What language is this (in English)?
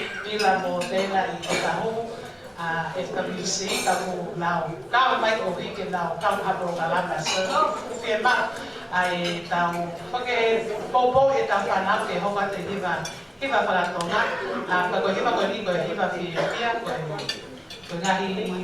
Tongan